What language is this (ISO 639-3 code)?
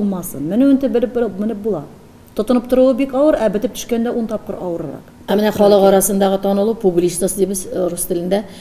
tat